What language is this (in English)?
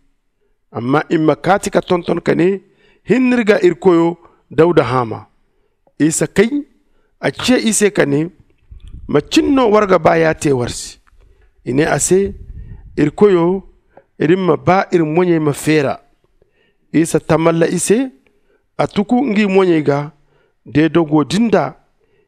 Zarma